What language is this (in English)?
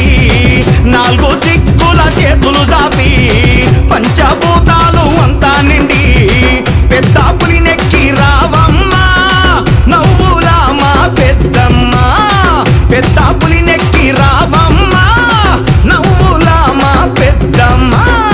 Telugu